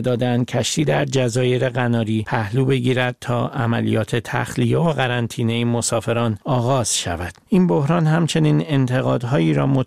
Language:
Persian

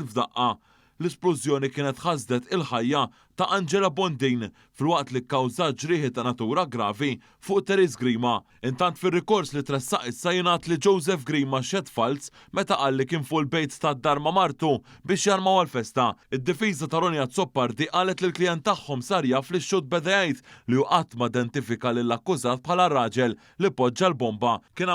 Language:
Maltese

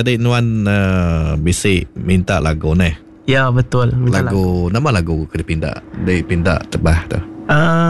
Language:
Iban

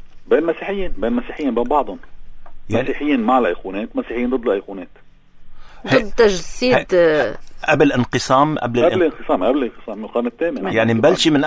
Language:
North Levantine Arabic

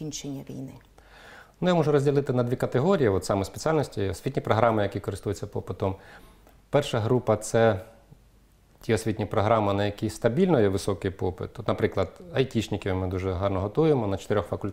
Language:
Ukrainian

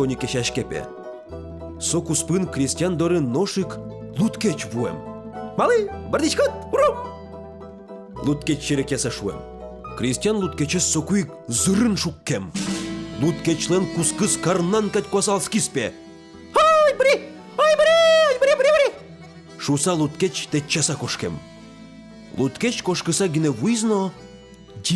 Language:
Udmurt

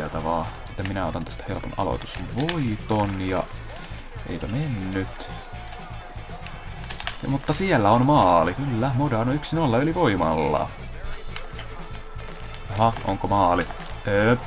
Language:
Finnish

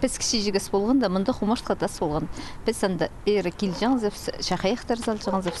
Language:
Khakas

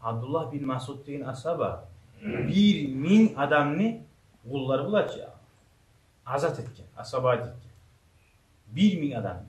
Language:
Kumyk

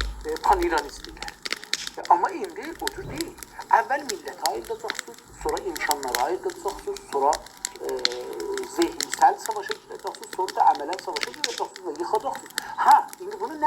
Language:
South Azerbaijani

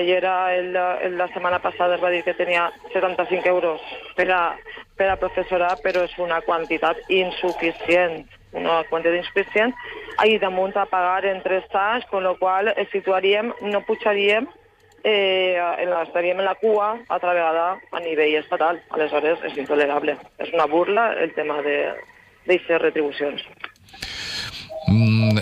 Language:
Catalan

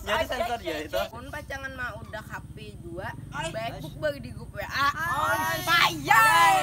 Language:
Banjar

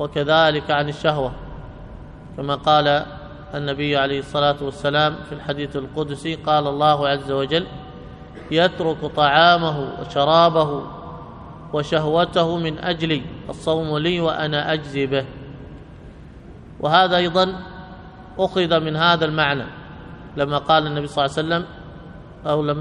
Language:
Arabic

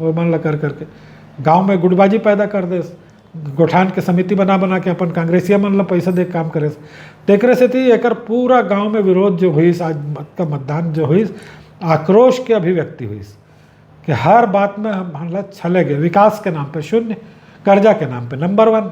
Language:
Chhattisgarhi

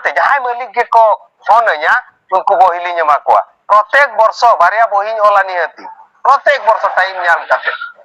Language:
Santali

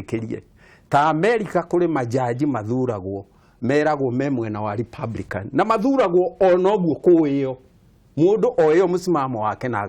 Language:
Kikuyu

